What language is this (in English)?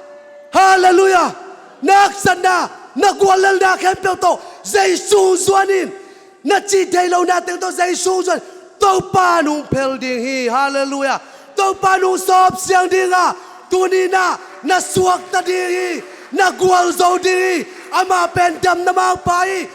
Tedim Chin